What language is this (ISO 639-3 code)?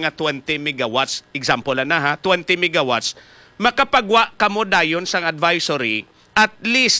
hil